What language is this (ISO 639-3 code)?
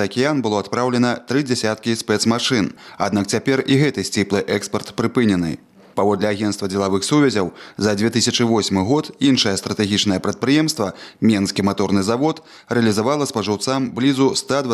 bel